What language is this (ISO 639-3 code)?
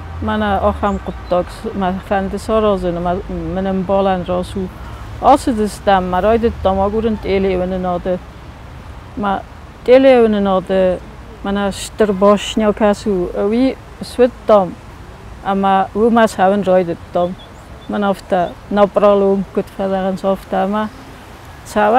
oss